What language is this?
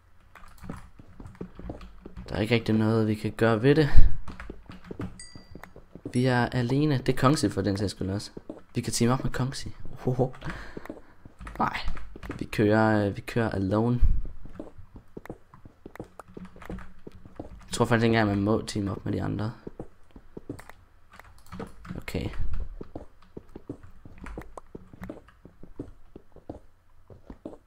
Danish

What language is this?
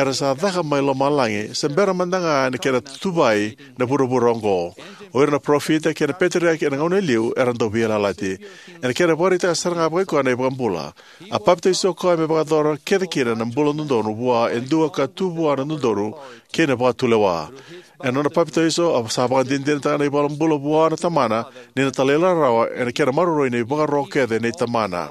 Fijian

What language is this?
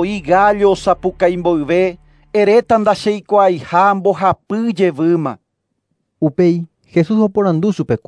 Guarani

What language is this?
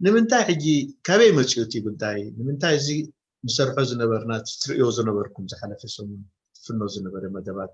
Tigrinya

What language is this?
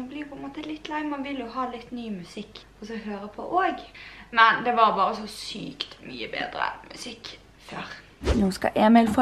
Norwegian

